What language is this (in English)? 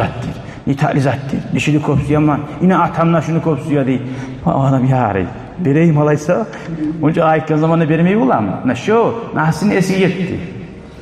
Kumyk